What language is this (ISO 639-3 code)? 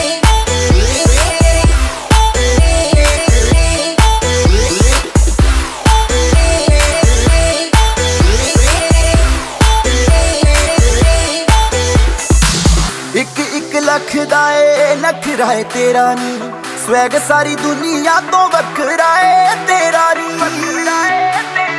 pan